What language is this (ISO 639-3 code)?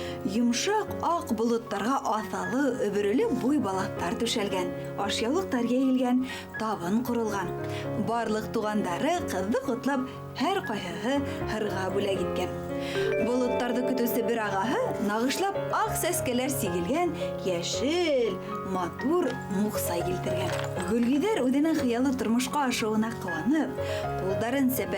bak